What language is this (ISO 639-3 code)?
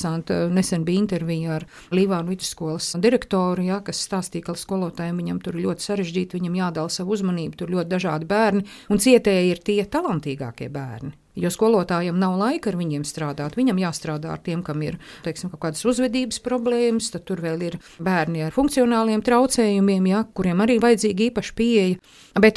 lav